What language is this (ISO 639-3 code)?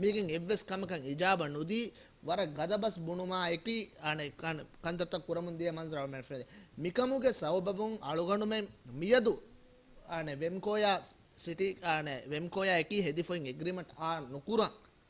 div